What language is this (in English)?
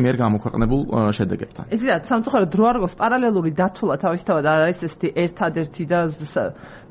Georgian